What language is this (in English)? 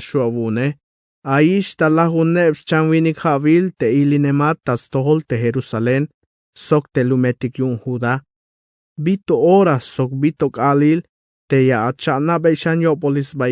Tzeltal